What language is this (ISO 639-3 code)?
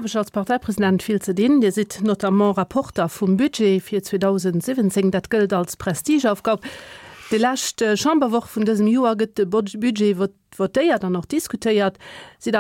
ltz